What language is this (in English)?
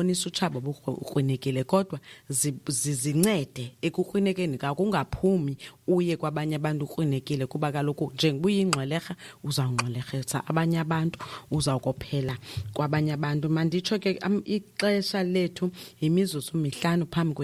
Xhosa